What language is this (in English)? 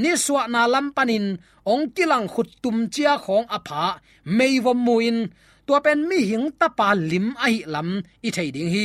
Tedim Chin